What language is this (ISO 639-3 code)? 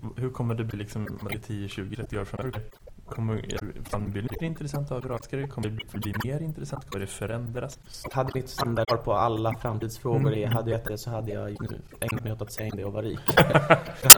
swe